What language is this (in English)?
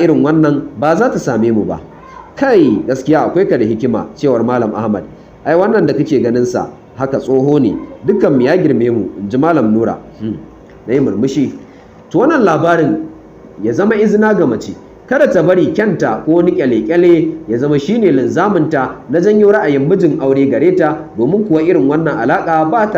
Hausa